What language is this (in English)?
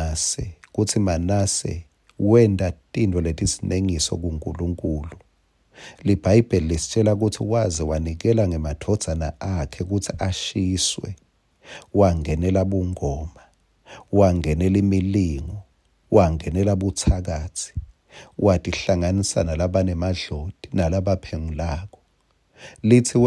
Swati